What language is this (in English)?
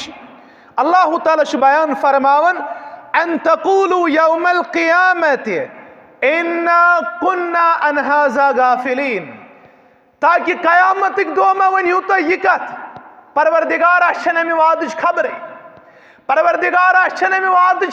Kashmiri